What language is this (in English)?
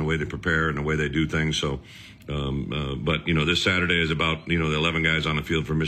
English